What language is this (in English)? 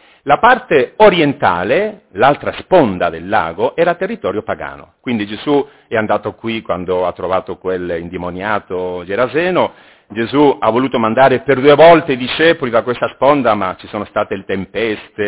Italian